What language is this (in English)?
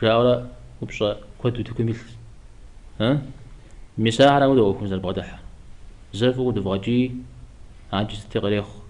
Kabardian